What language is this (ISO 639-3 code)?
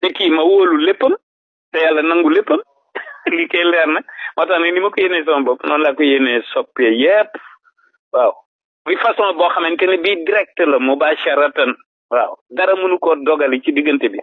wol